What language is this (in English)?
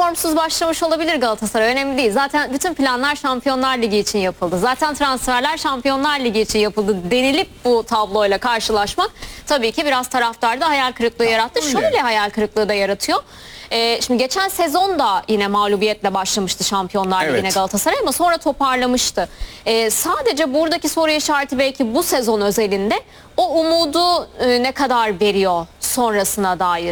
Turkish